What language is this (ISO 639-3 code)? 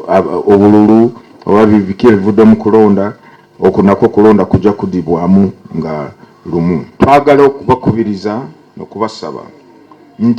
lug